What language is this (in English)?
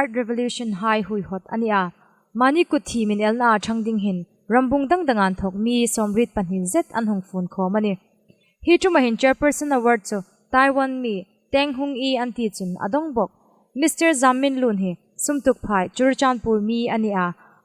Hmar